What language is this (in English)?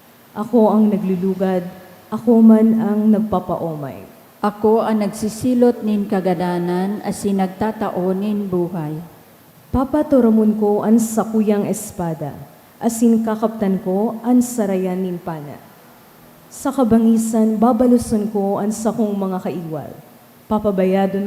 Bikol